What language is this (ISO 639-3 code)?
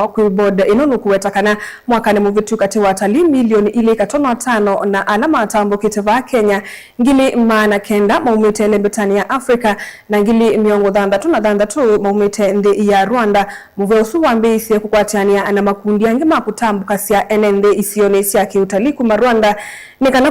kam